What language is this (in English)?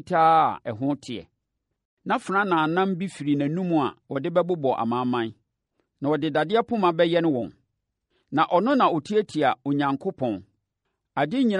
Akan